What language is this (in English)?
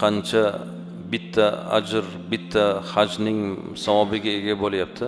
Uzbek